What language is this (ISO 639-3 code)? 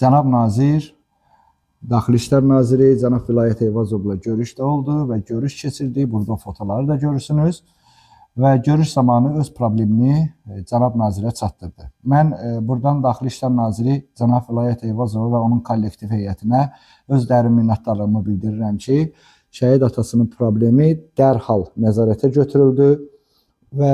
aze